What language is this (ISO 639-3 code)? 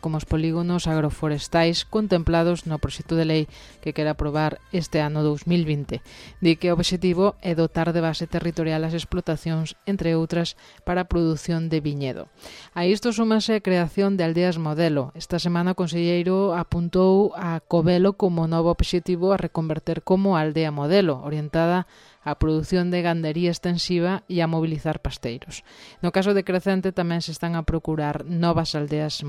glg